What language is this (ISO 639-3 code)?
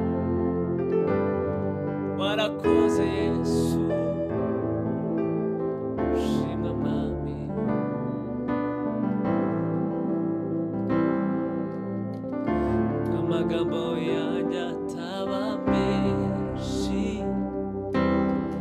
kin